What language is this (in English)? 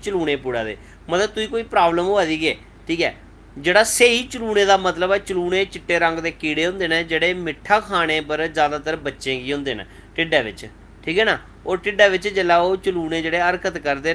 Dogri